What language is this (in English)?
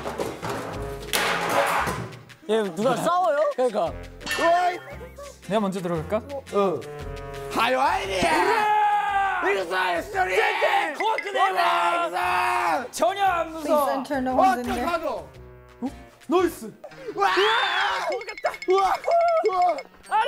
Korean